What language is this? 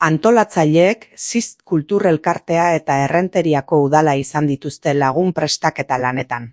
Basque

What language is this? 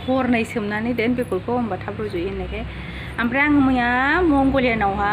Bodo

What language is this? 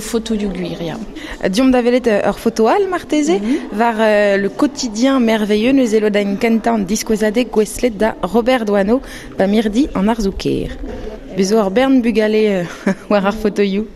Breton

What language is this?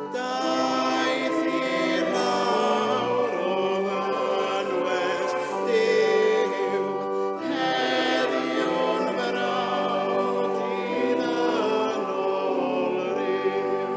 Welsh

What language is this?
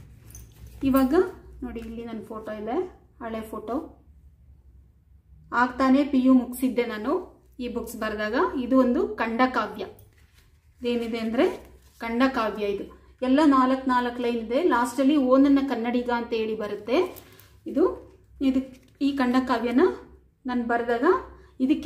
Kannada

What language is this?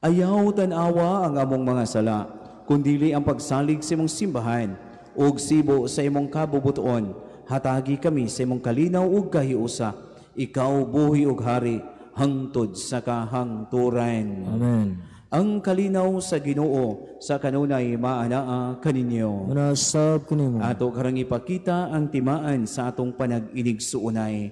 Cebuano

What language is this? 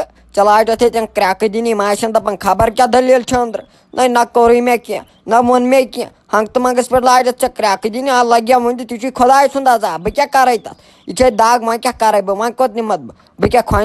Kashmiri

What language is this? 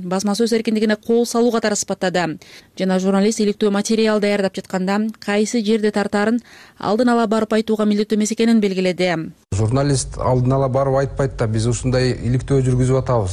Kyrgyz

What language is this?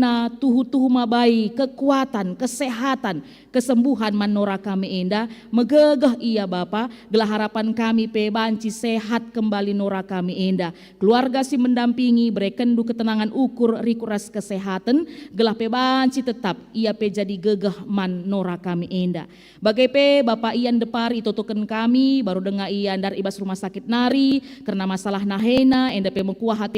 Batak Karo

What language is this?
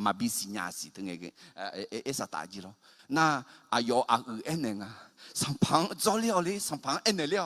Akha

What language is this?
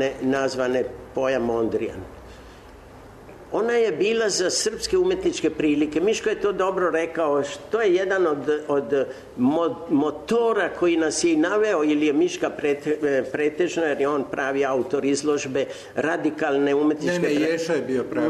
Serbian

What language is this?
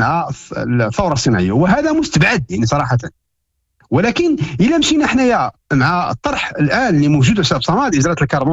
Moroccan Arabic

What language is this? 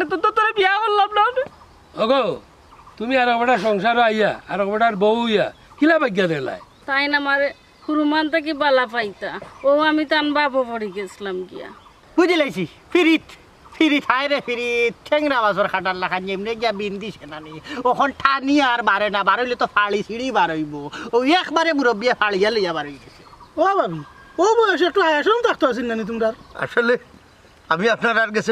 Sylheti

